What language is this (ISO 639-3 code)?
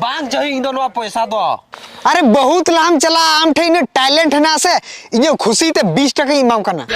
sat